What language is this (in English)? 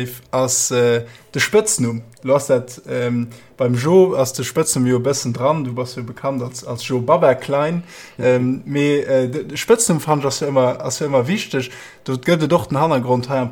Luxembourgish